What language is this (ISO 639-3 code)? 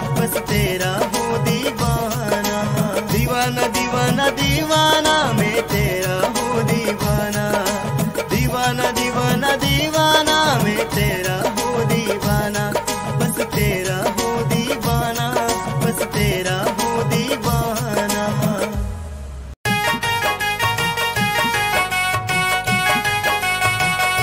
hin